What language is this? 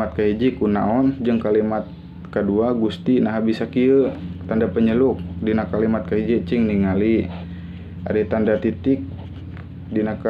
Sundanese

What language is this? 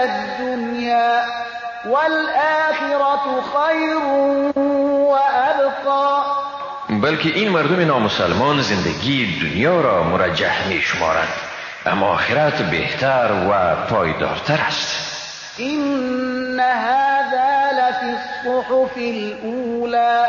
Persian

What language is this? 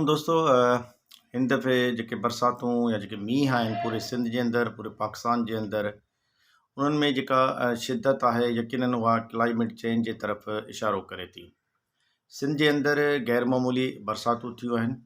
Sindhi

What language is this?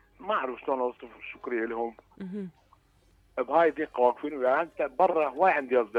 Mesopotamian Arabic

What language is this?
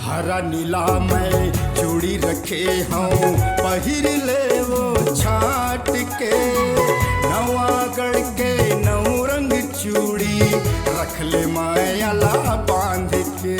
Chhattisgarhi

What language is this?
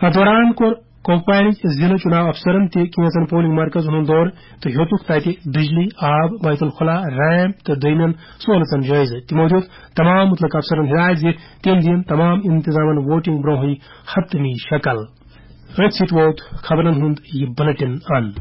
Kashmiri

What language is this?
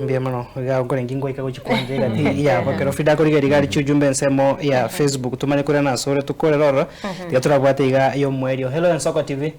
Gusii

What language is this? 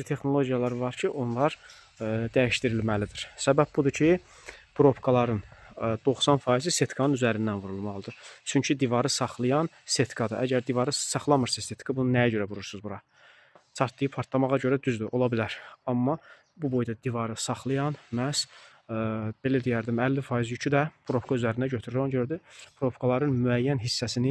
Azerbaijani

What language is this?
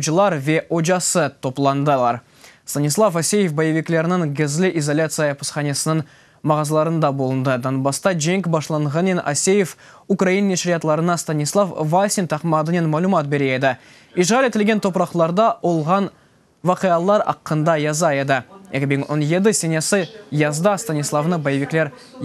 Crimean Tatar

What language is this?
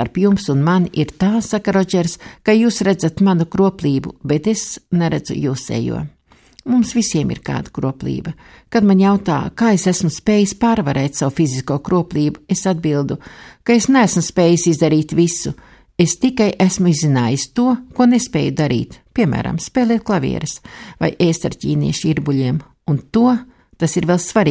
Latvian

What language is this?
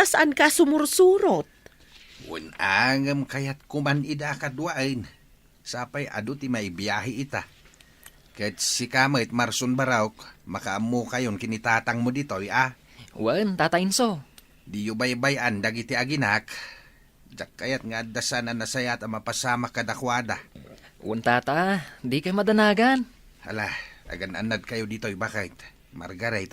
Iloko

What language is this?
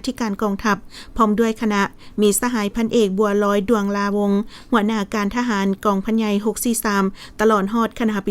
Lao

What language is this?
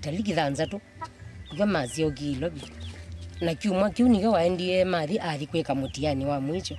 Kamba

